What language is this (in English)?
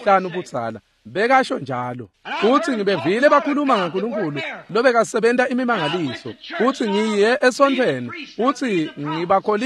Swati